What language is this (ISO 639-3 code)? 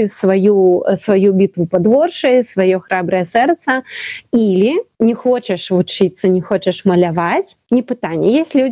bel